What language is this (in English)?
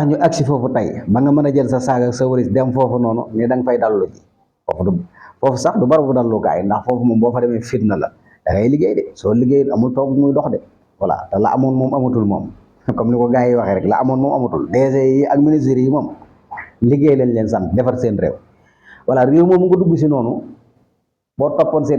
Wolof